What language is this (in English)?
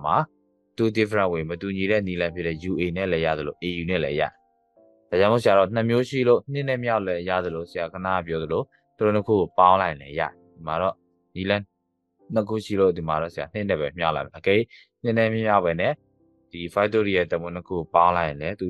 Burmese